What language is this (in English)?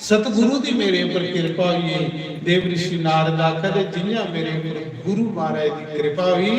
Dogri